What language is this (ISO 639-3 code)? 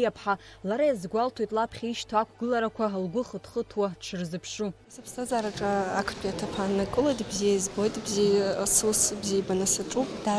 abk